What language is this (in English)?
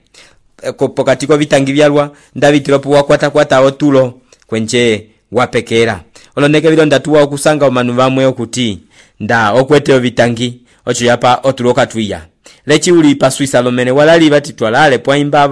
Umbundu